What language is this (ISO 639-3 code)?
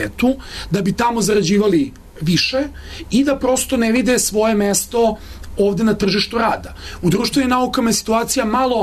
srp